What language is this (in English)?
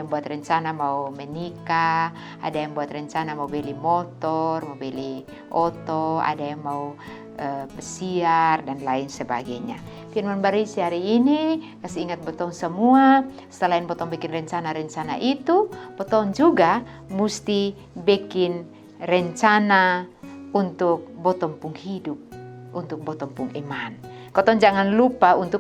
Kupang Malay